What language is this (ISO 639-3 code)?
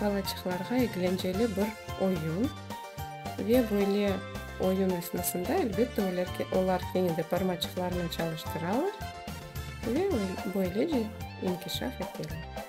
crh